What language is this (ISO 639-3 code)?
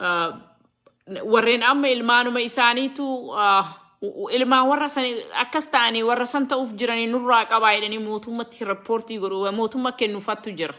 orm